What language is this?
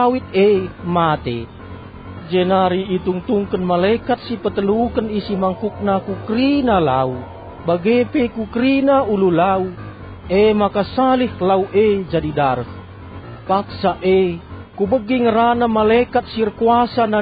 Batak Karo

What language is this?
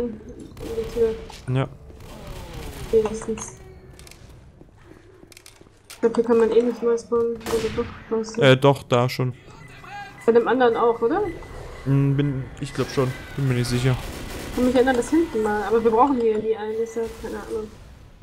German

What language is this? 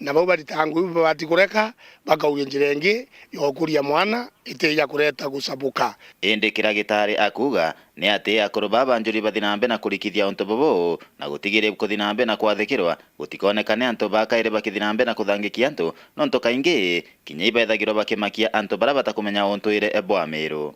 Meru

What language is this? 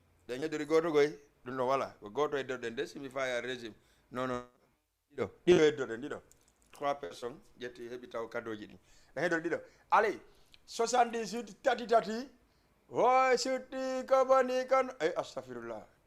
Fula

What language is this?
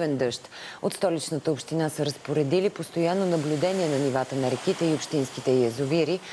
Bulgarian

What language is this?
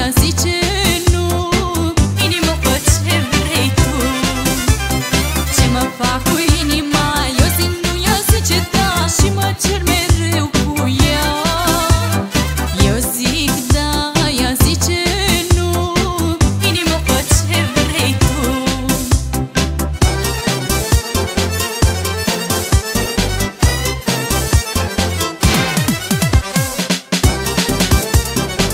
Romanian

